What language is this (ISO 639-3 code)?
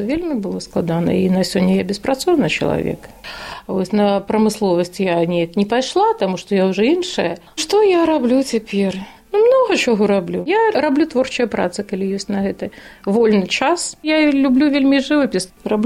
bel